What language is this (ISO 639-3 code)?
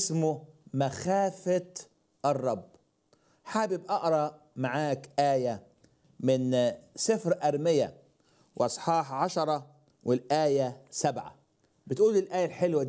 arz